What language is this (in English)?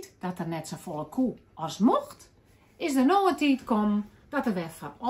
Western Frisian